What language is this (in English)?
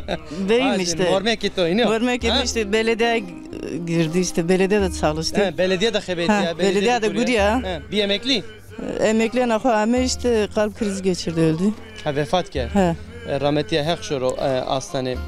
Zaza